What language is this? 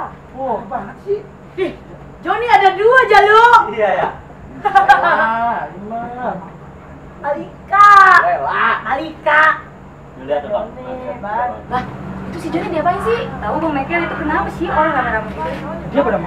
Betawi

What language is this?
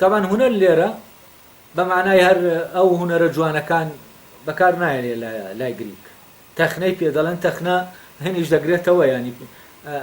Central Kurdish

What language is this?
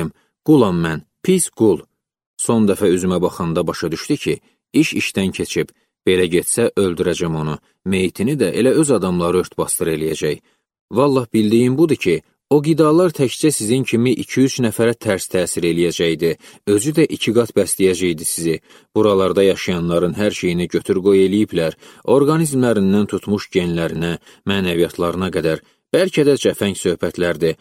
Azerbaijani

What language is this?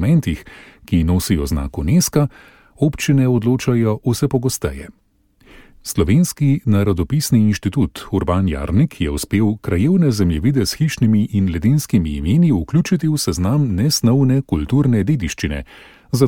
Slovenian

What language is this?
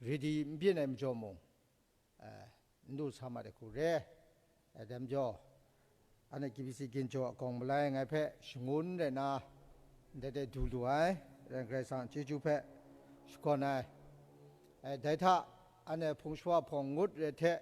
Kachin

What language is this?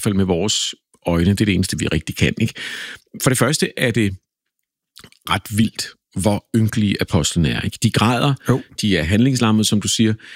Danish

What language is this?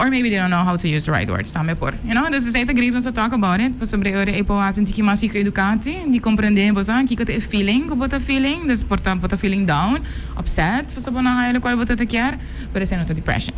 Papiamento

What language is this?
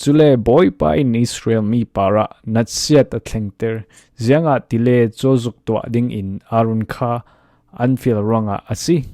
Falam Chin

